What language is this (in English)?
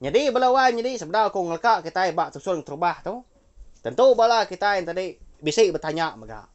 Iban